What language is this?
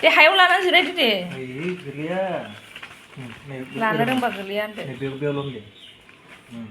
Bodo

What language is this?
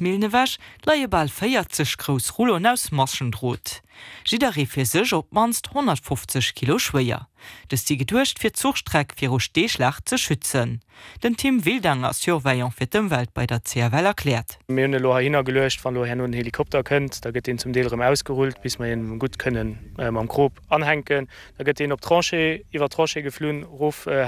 Luxembourgish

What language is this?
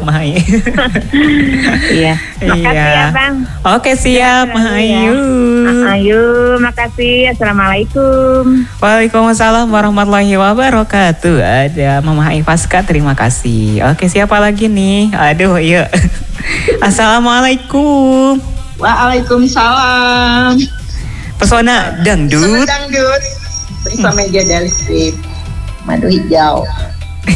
Indonesian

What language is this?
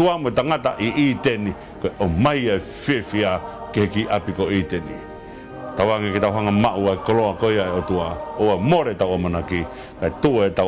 Tongan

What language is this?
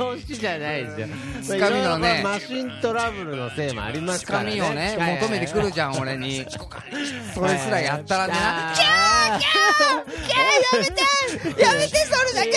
Japanese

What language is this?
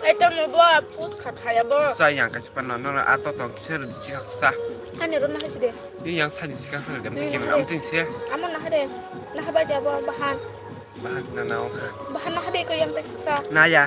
Kok Borok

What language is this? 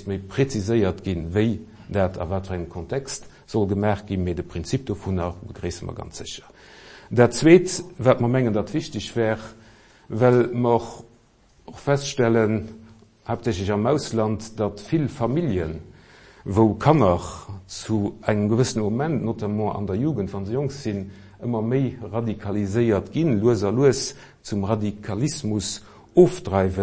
Luxembourgish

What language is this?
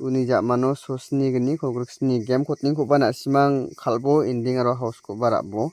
Garo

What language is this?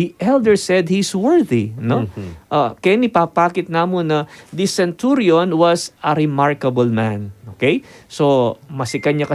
Pampanga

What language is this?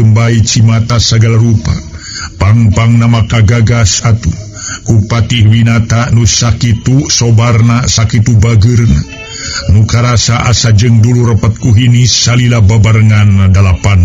Sundanese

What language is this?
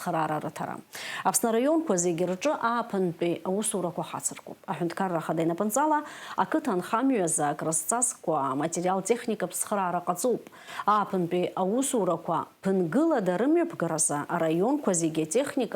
Abkhazian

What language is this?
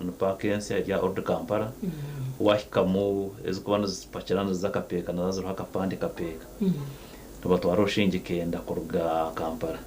Nyankole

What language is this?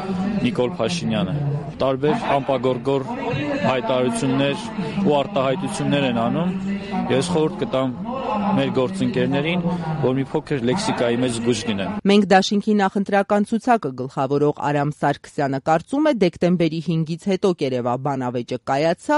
Armenian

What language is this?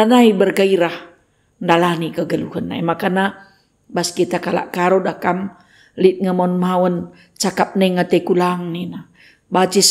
Batak Karo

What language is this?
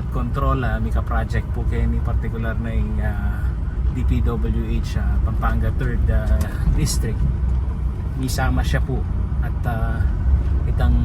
Pampanga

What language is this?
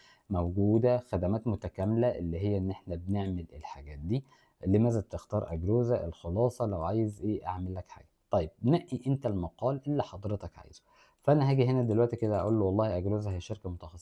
Egyptian Arabic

